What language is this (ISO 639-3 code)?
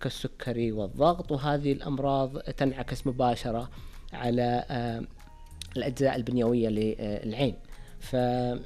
ars